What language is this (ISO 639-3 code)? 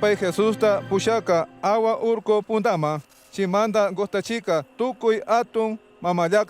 qug